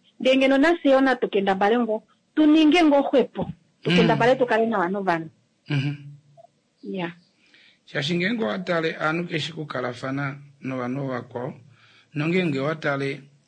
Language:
Kuanyama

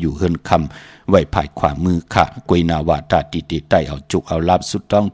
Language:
Shan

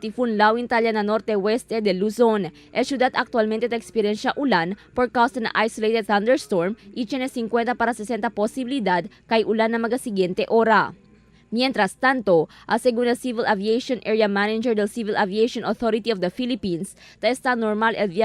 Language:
Chavacano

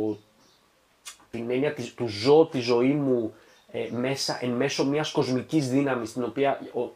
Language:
Greek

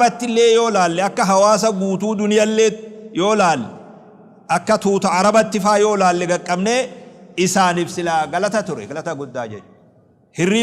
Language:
Oromo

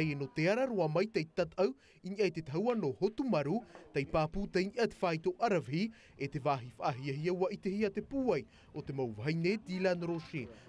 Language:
Tahitian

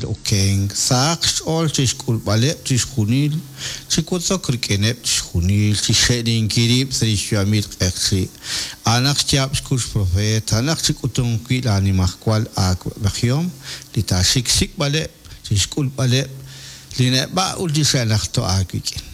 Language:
Kekchí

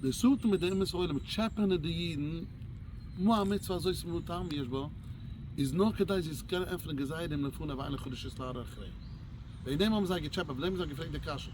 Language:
Yiddish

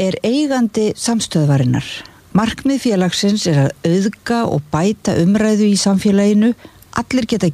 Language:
Icelandic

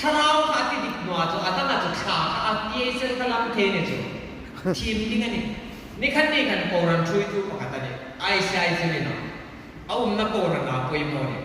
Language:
Hmar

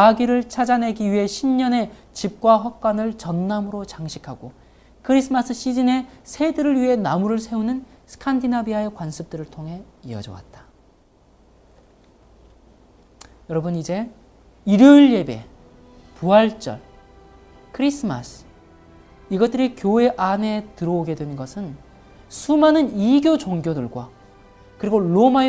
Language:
Korean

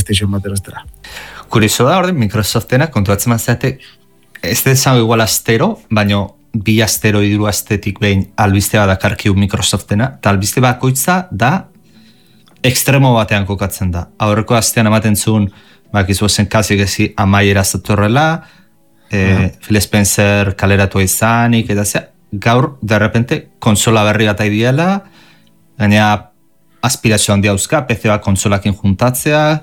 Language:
Basque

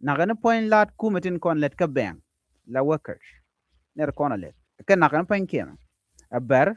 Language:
Nuer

